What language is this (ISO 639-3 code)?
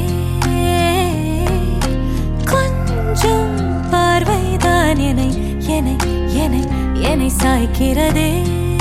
tam